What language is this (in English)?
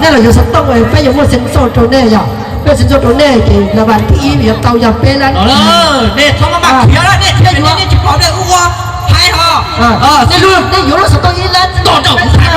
Hmong